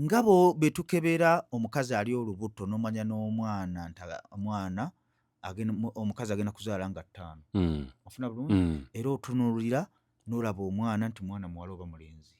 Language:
Ganda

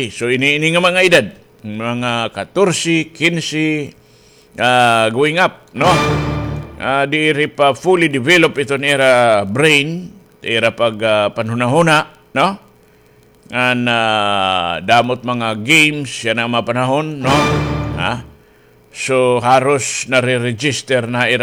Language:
Waray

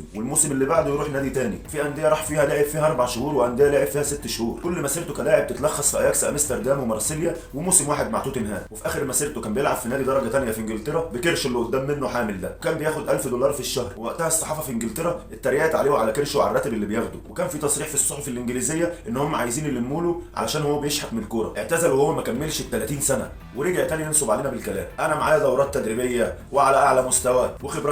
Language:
Egyptian Arabic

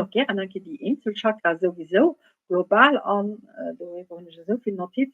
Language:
Luxembourgish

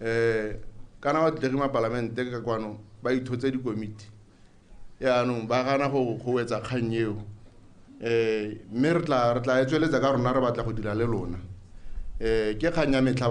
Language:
Tswana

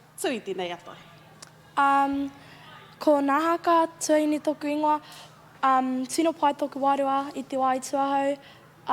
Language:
Māori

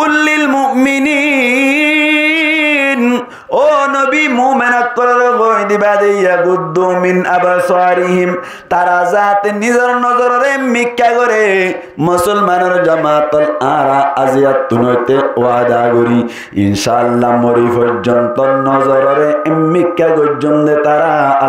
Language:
Rohingya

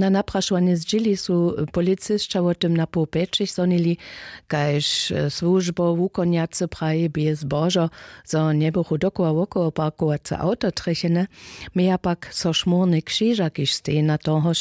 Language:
Upper Sorbian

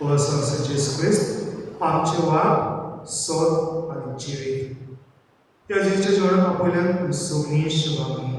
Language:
Konkani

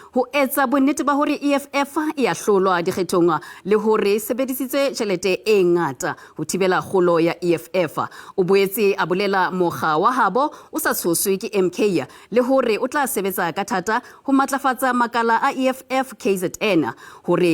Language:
Southern Sotho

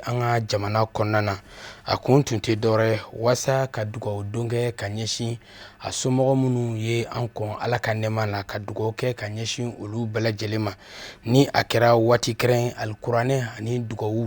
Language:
Bambara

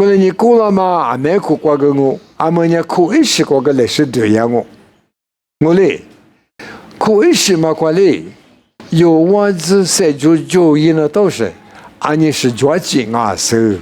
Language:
Lisu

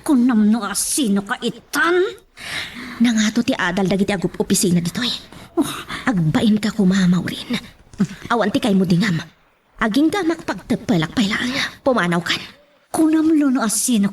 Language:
Iloko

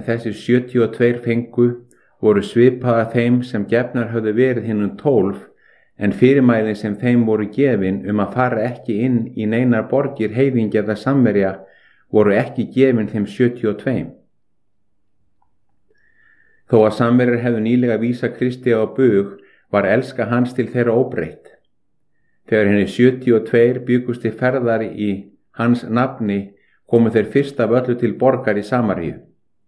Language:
Icelandic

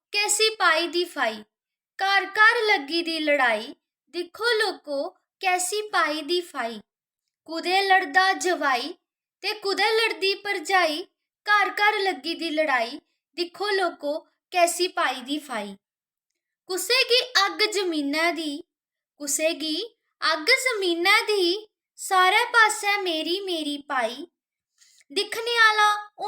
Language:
Dogri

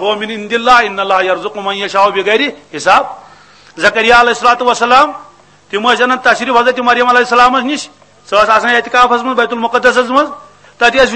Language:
Kashmiri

